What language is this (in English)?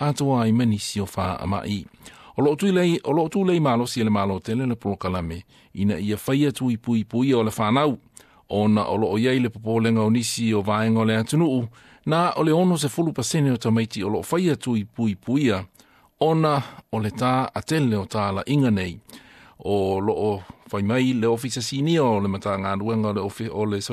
Samoan